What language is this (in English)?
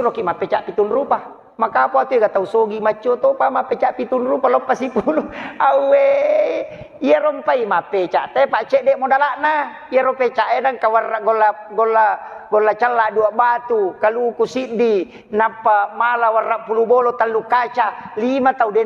Buginese